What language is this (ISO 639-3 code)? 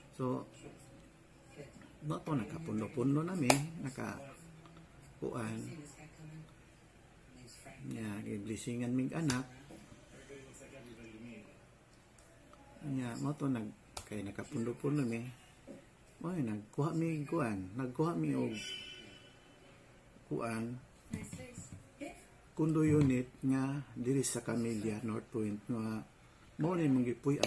ceb